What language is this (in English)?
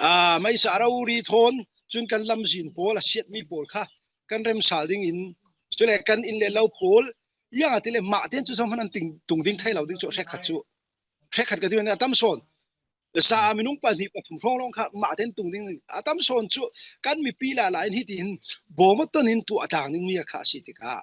Falam Chin